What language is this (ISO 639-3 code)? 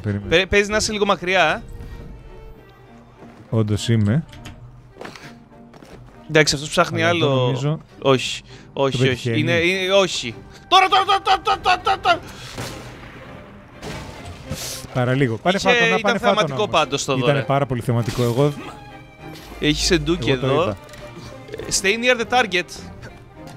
ell